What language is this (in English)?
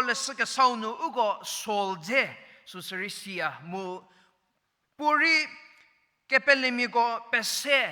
Angami Naga